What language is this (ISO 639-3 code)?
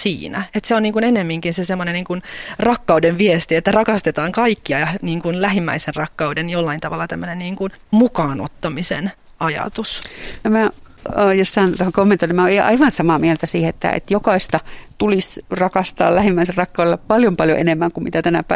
fin